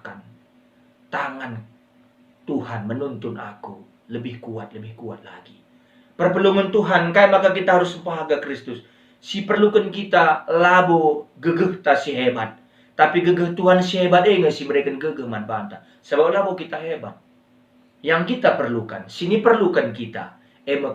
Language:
Batak Karo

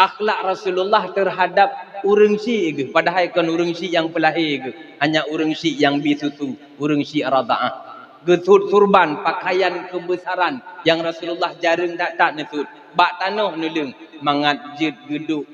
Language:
Achinese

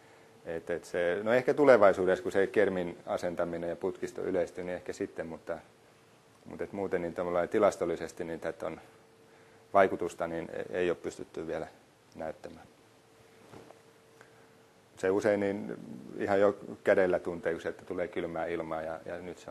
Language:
Finnish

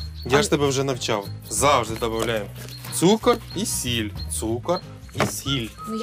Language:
Ukrainian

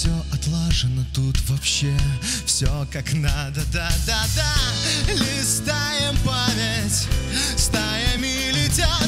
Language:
Russian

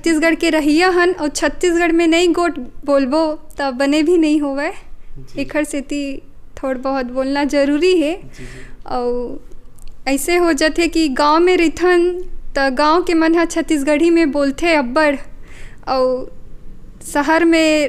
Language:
Chhattisgarhi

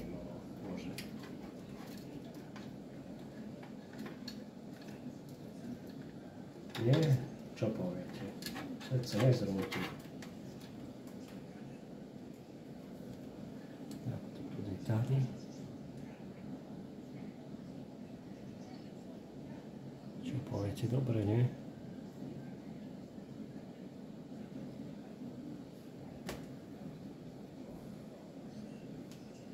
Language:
Slovak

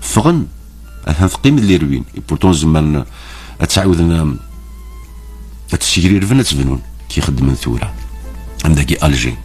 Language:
Kabyle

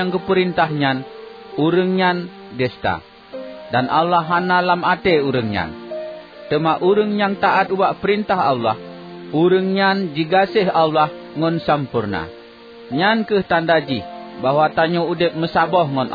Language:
Achinese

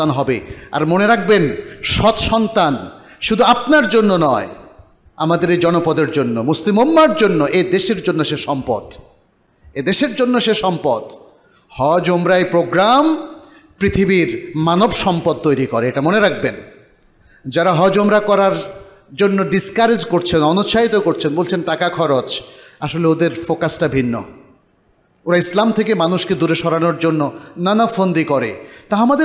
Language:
Bangla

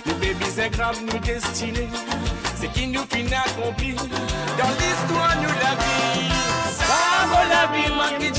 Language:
Morisyen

